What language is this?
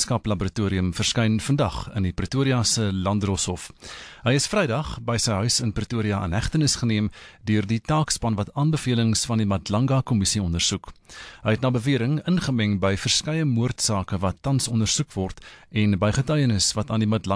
Afrikaans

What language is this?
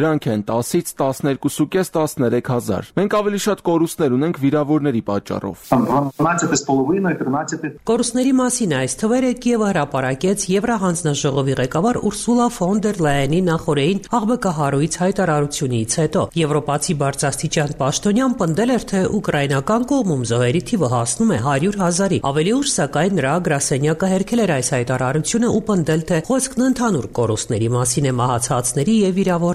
Armenian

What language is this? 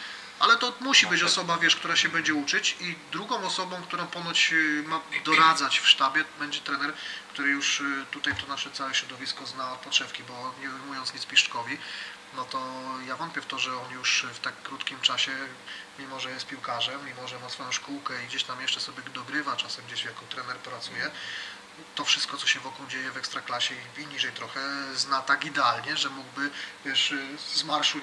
Polish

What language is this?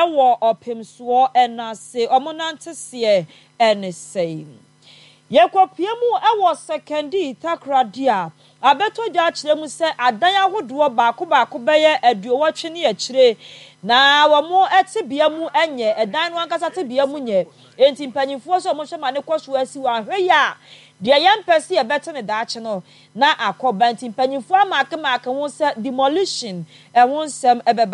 Akan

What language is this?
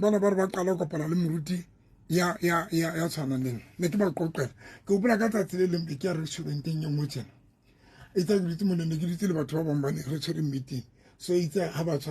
Southern Sotho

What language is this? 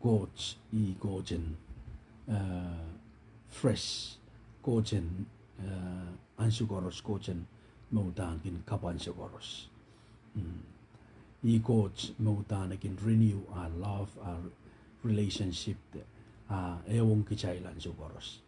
Pohnpeian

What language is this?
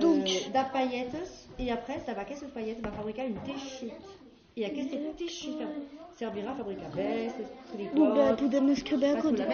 Occitan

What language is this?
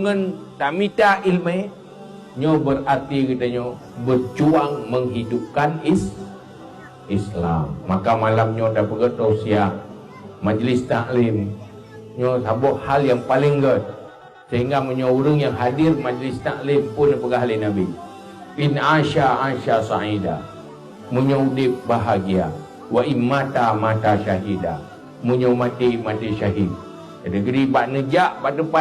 Achinese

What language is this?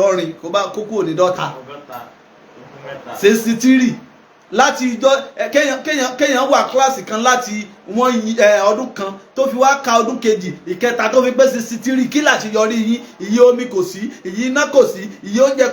Yoruba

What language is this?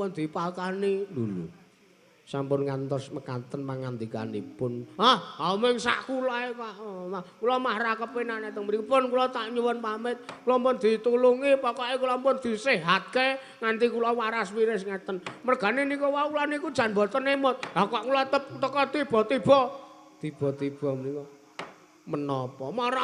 Javanese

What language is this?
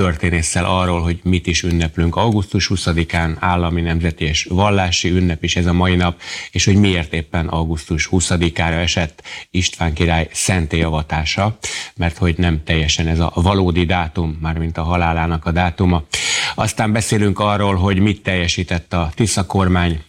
Hungarian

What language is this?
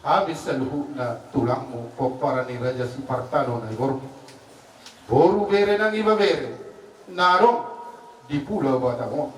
Batak Toba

